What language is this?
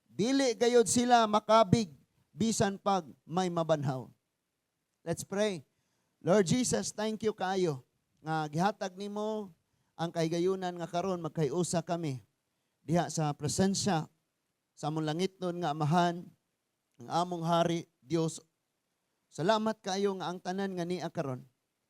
Cebuano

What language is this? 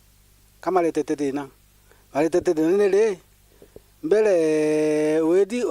Meru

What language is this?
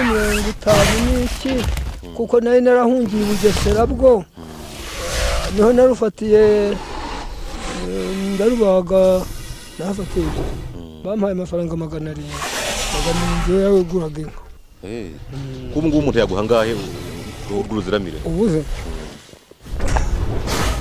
Kinyarwanda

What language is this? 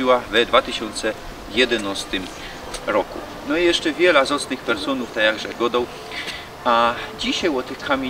Silesian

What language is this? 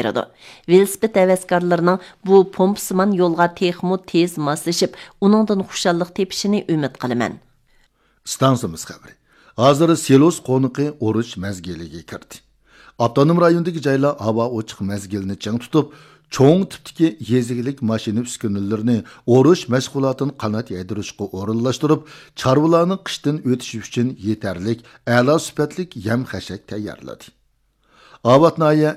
Uyghur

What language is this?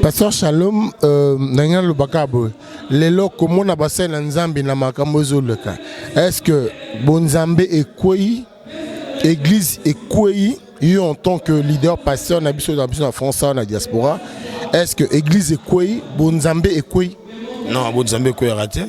Lingala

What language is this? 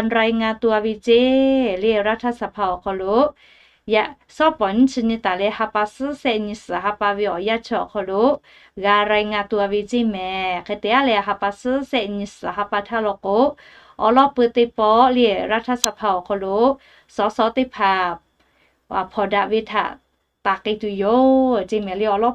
Lahu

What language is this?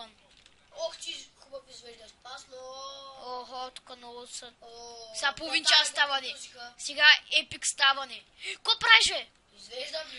Bulgarian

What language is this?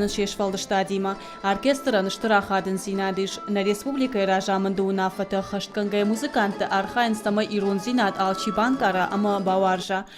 Ossetic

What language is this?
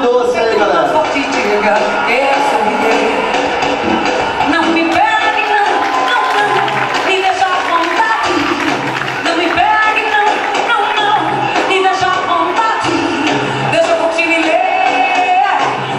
Portuguese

